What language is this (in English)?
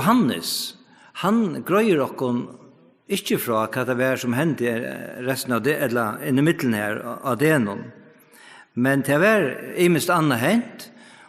Faroese